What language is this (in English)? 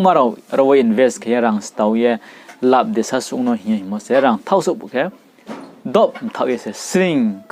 Riang (India)